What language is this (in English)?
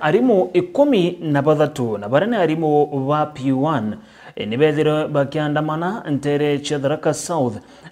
Meru